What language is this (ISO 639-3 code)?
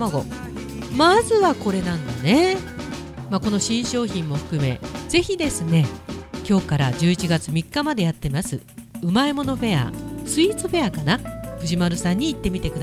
jpn